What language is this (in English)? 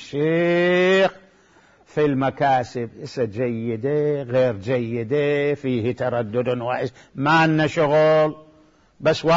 Mesopotamian Arabic